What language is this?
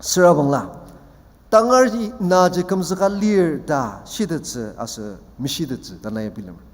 Ao Naga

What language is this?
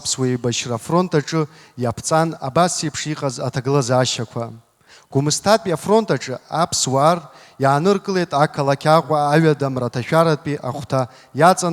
Abkhazian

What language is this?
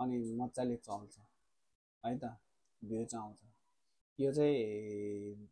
Nepali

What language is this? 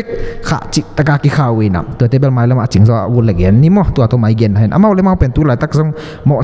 Tedim Chin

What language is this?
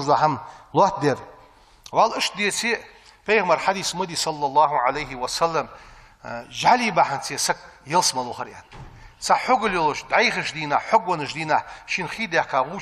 Ingush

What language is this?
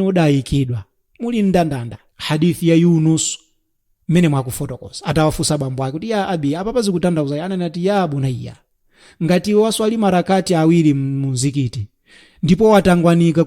Nyanja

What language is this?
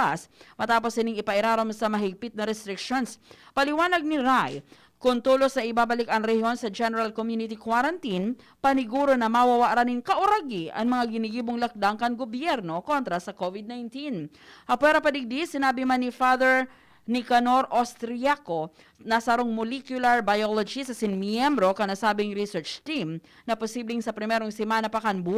Bikol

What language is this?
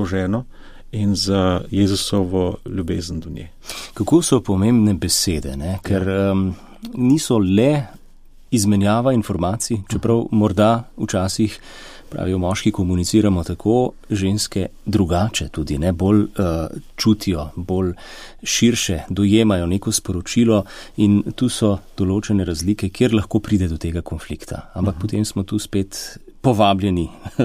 Slovenian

